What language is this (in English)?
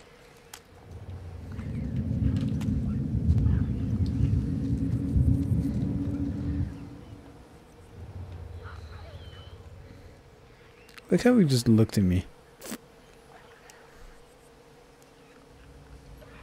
English